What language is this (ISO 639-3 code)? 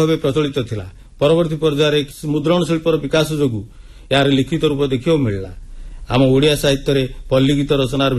ori